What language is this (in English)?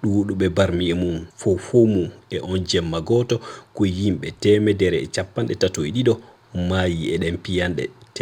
Fula